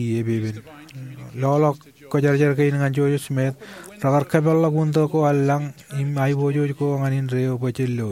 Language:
Marshallese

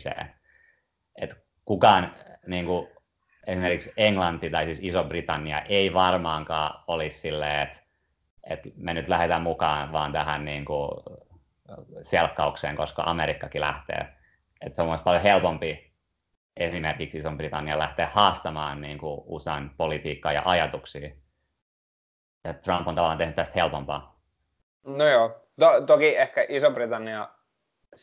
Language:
Finnish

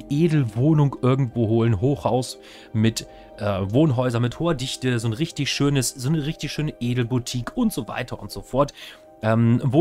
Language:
German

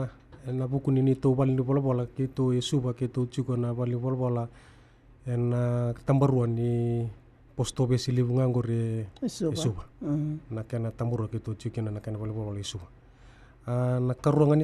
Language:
Fijian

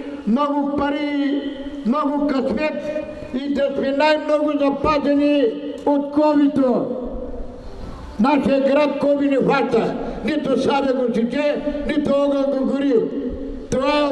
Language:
Bulgarian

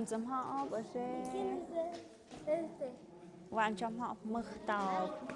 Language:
Tlahuitoltepec Mixe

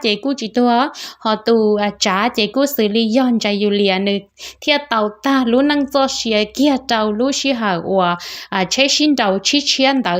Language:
Hmong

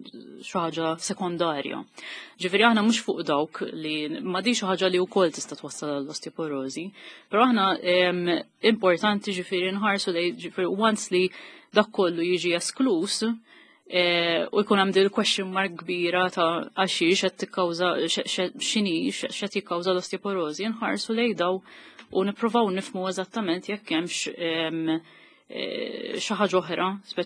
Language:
Maltese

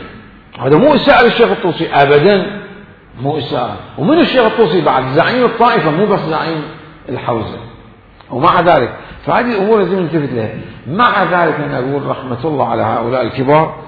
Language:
Mesopotamian Arabic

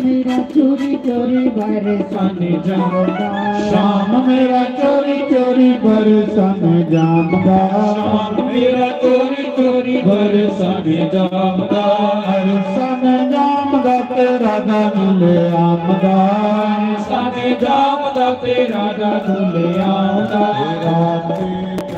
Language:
Dogri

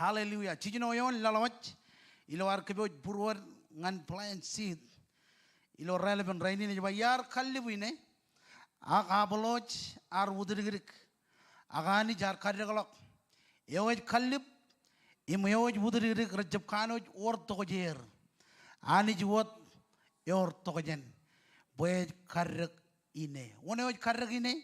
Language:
Marshallese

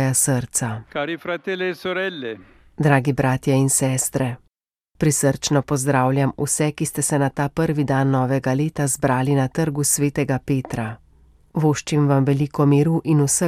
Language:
Slovenian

